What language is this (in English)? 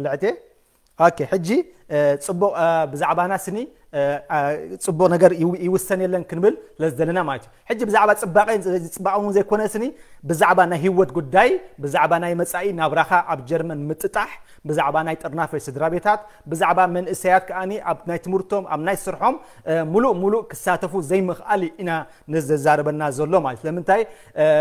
Tigrinya